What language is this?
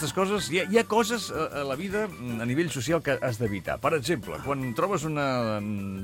Catalan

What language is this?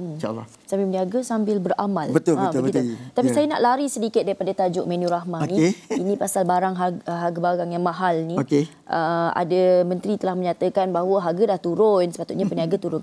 Malay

